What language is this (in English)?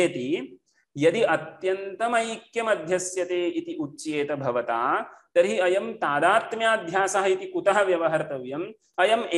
Sanskrit